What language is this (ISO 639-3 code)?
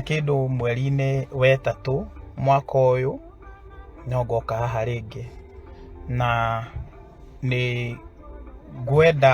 kik